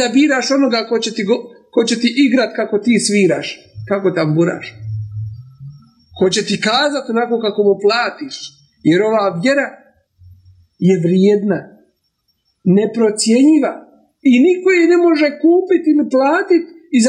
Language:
Bosnian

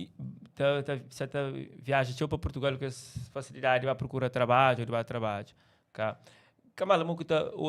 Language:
Kabuverdianu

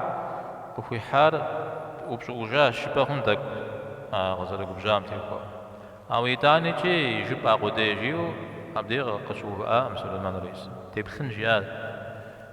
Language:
Kabardian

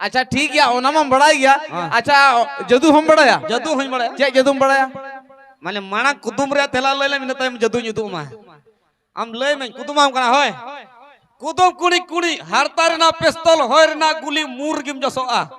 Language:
Santali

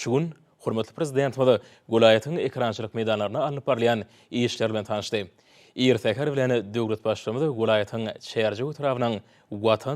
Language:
Turkmen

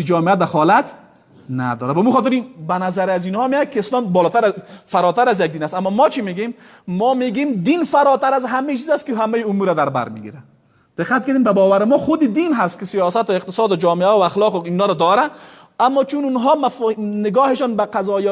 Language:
Persian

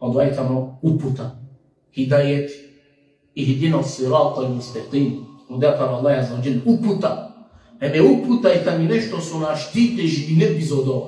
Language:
Balkan Romani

